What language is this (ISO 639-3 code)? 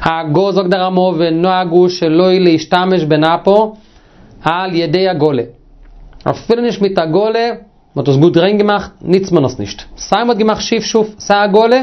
yid